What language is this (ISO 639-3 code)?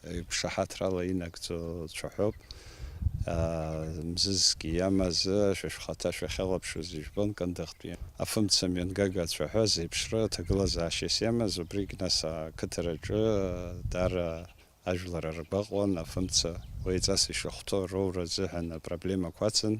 abk